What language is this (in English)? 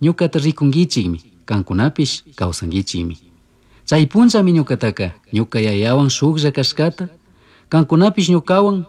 Chimborazo Highland Quichua